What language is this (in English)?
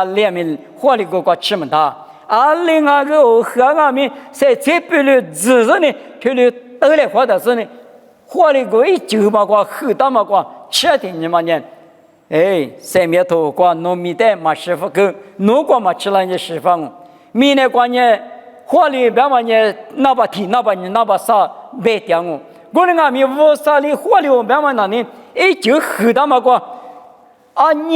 Lisu